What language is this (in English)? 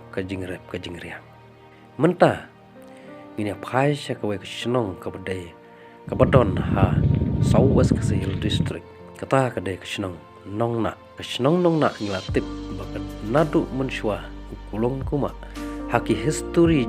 Khasi